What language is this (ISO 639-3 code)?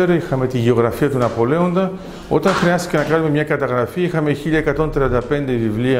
ell